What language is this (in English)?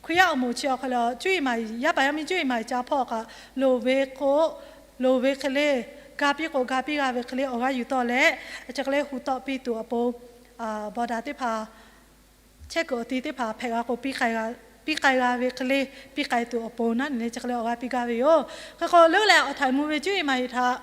Lahu